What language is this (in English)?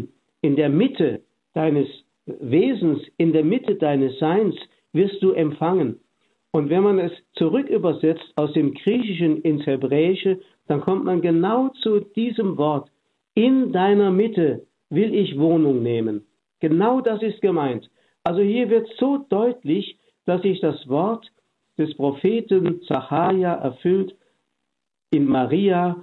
German